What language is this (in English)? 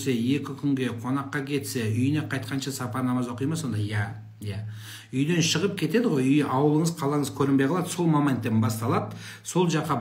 Kazakh